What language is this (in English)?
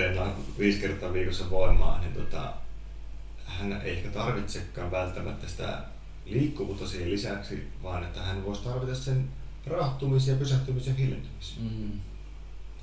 Finnish